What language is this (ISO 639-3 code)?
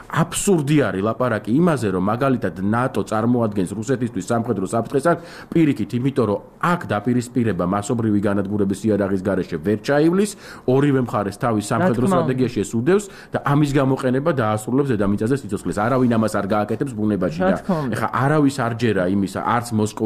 kat